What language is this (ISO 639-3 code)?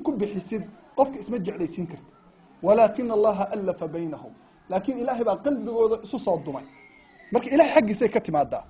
som